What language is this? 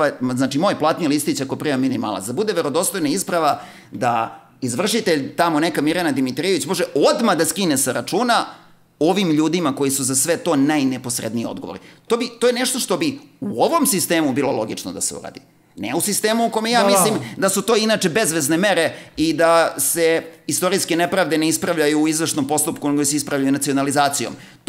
Serbian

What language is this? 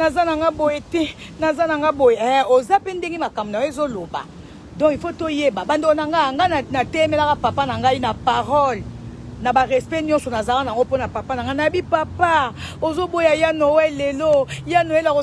Lingala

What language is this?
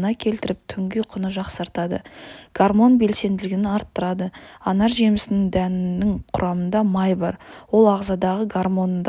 Kazakh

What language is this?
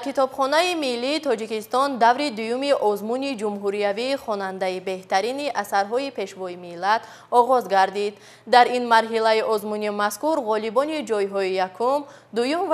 Tajik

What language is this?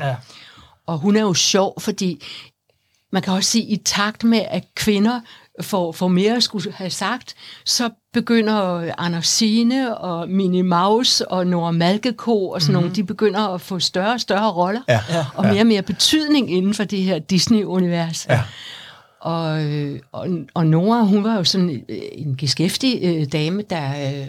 Danish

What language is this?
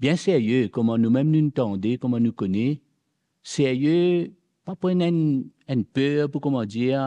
Morisyen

